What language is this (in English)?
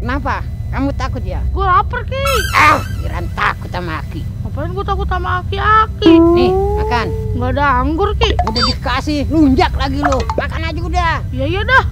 Betawi